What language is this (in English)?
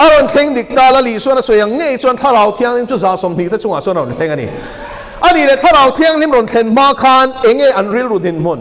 Mizo